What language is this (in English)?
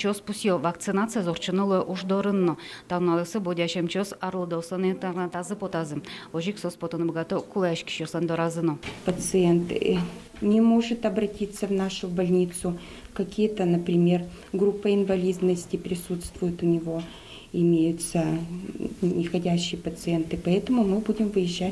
Udmurt